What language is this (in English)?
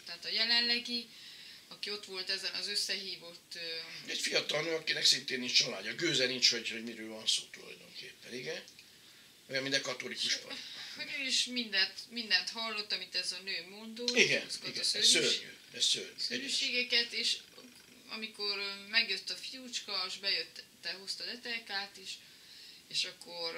Hungarian